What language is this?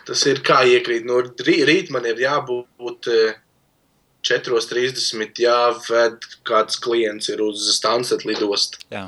Latvian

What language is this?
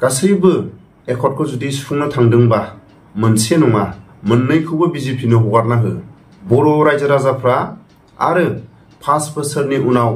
Bodo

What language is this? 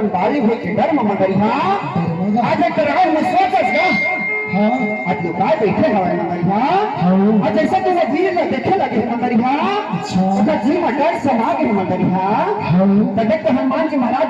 Chhattisgarhi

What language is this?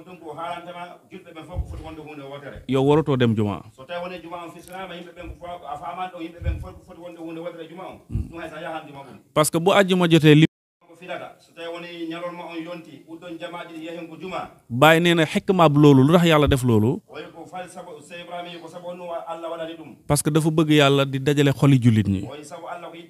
Wolof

